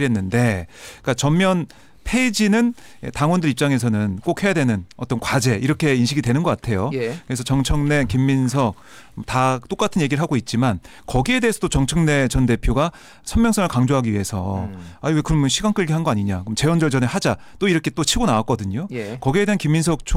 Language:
Korean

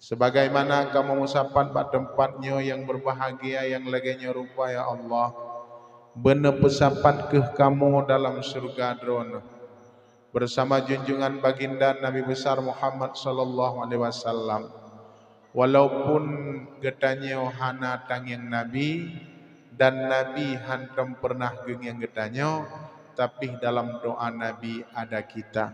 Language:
Achinese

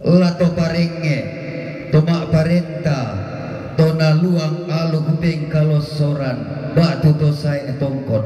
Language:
Toraja-Sa'dan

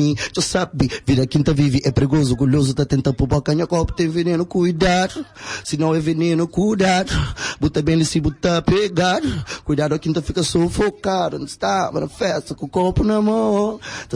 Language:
Kabuverdianu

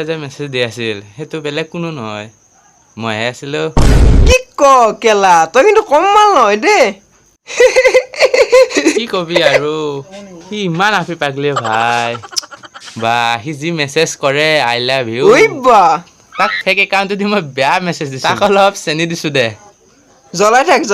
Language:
Assamese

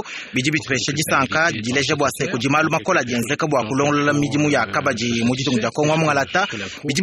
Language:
Luba-Lulua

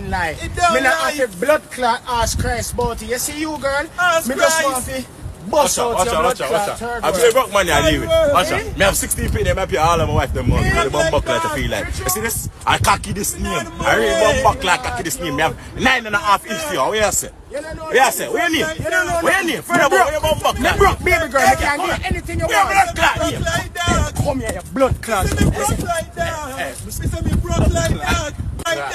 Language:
Jamaican Creole English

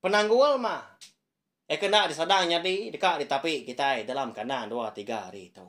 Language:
Iban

